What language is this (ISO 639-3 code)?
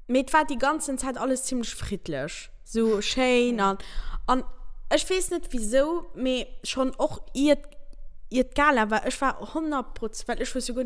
ltz